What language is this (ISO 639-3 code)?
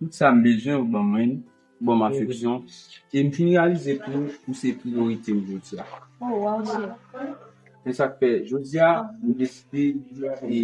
hat